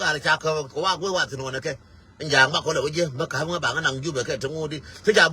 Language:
Nuer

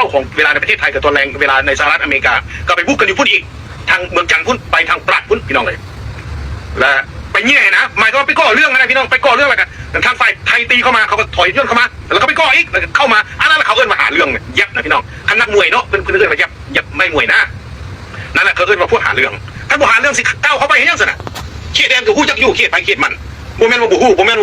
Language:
Lao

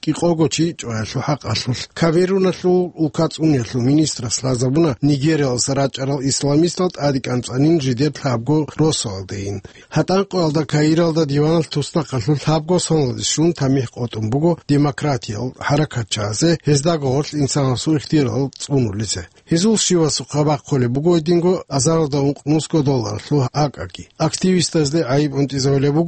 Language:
Avaric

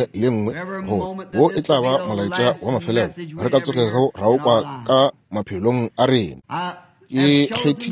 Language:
Northern Sotho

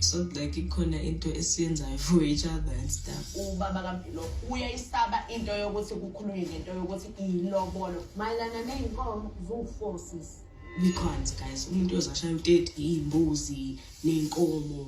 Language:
Zulu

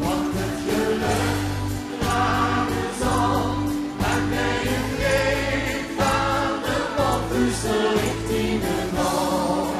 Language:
Limburgish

